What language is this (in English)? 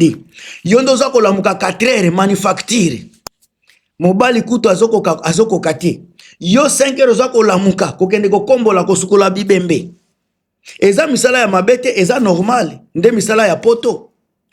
Lingala